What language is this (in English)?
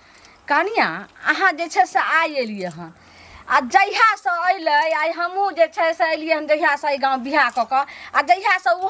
Maithili